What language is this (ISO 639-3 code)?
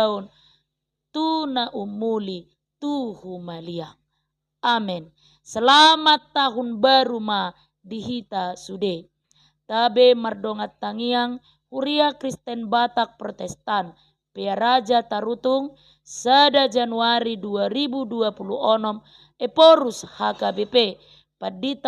bbc